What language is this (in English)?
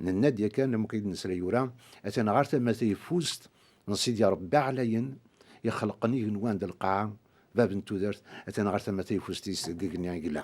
Kabyle